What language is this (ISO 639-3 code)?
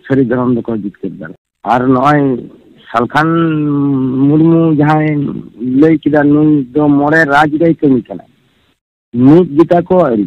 sat